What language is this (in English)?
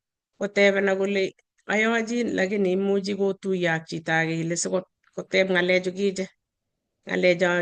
Kalenjin